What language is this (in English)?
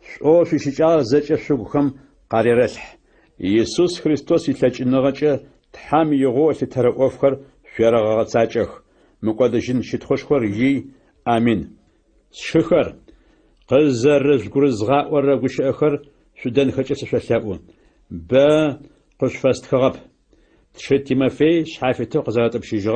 Adyghe